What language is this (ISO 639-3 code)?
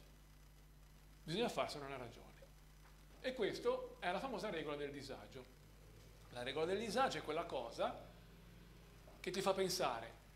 ita